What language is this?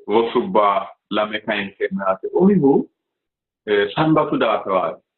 Sidamo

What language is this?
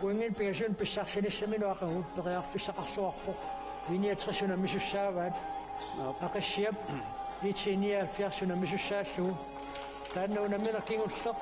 Kalaallisut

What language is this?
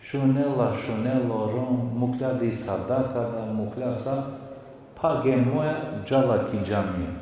Balkan Romani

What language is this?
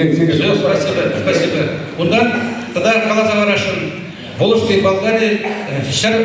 Chuvash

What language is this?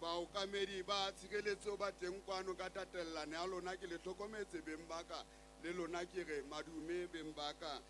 Southern Sotho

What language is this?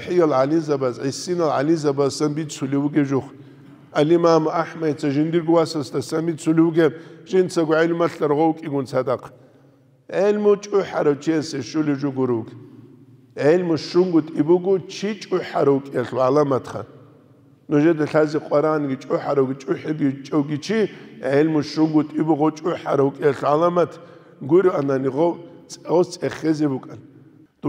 Avaric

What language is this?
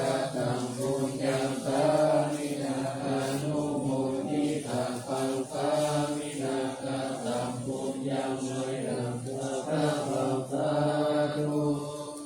Pali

